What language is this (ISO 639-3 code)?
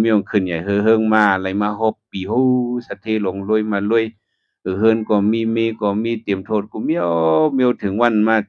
shn